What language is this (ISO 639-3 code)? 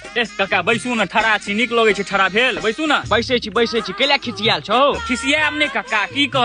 mai